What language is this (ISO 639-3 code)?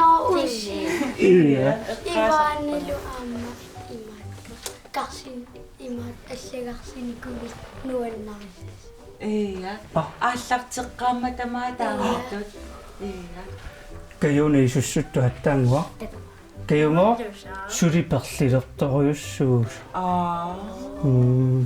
kal